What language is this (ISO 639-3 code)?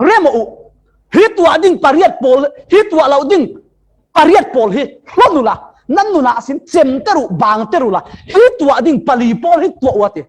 cfm